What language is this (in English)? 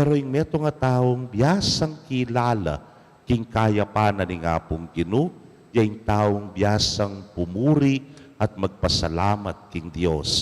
Pampanga